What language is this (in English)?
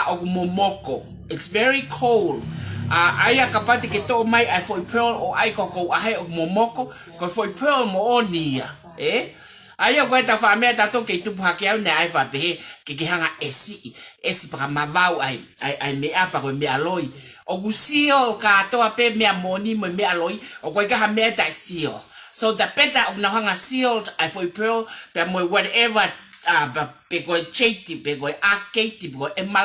Tongan